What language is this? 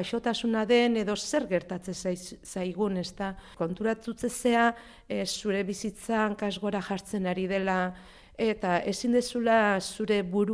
Basque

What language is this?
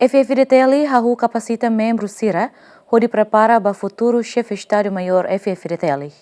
Tetum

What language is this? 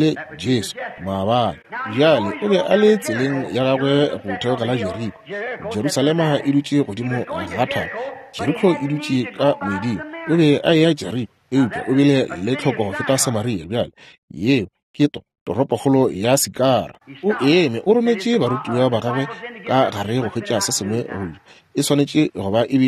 Northern Sotho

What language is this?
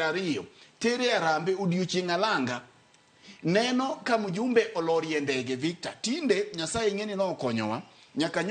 Luo (Kenya and Tanzania)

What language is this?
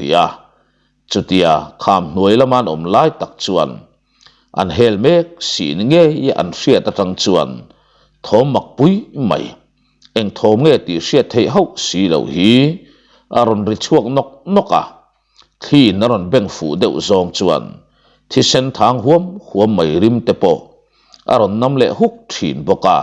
Mizo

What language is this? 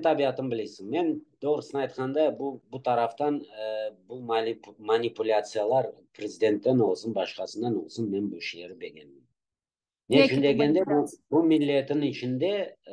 Crimean Tatar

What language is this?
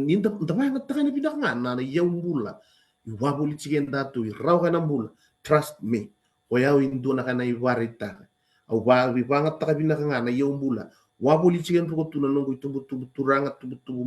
Fijian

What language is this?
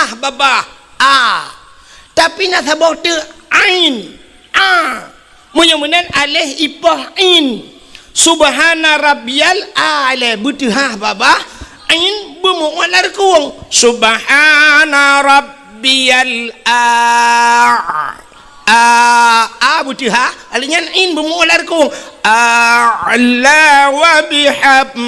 Achinese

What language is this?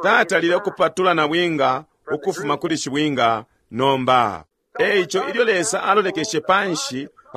Bemba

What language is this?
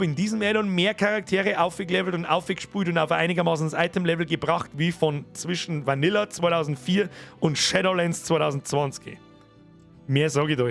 Bavarian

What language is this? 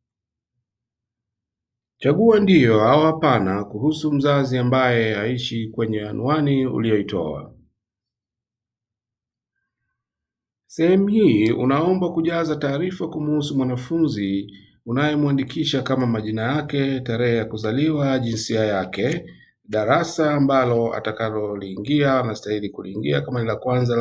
Swahili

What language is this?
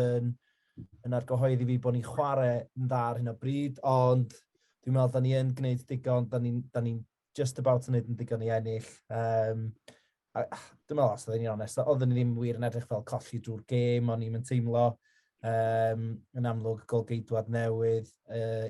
Welsh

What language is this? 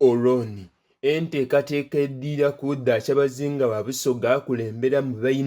Soga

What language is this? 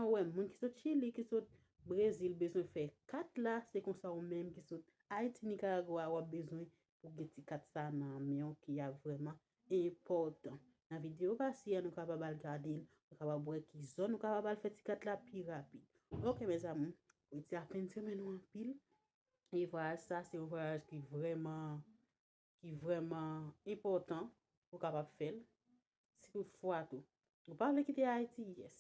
Haitian Creole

